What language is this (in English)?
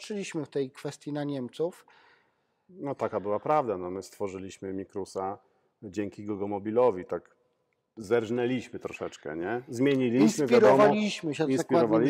Polish